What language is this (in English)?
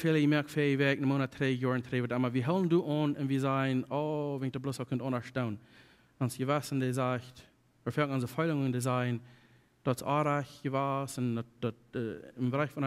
Plautdietsch